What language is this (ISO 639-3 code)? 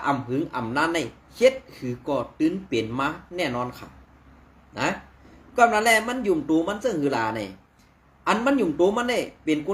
shn